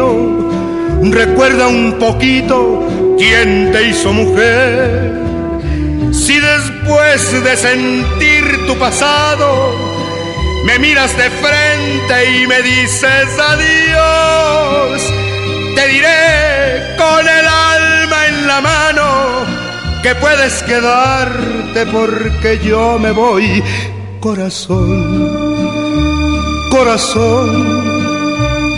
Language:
Spanish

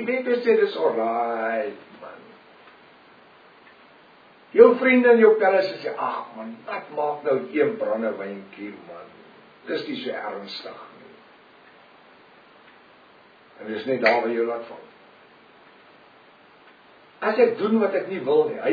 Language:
Afrikaans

